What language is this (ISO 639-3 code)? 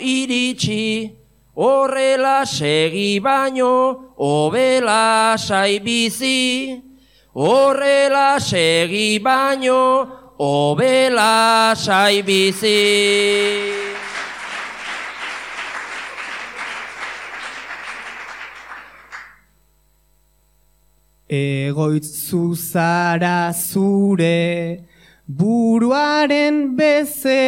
eus